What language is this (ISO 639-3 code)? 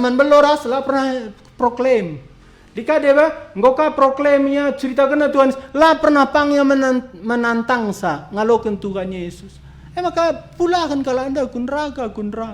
btx